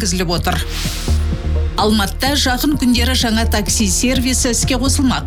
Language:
Kazakh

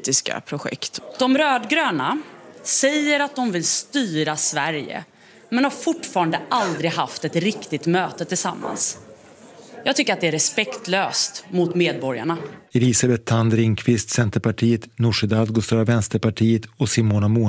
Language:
Swedish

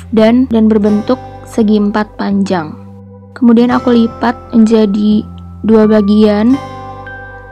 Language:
Indonesian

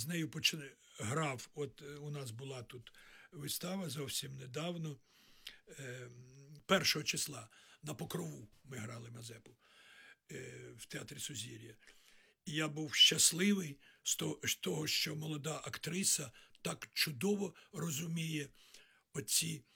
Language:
Ukrainian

